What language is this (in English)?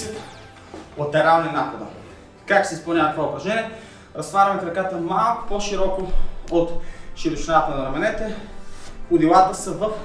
Bulgarian